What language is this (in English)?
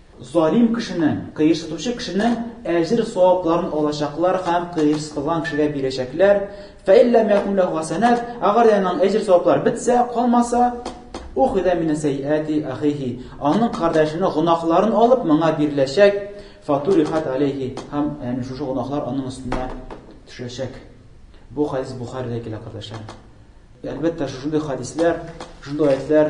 Tatar